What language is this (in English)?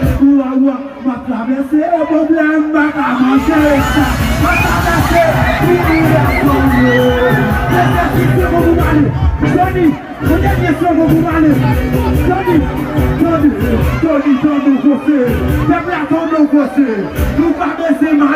Haitian Creole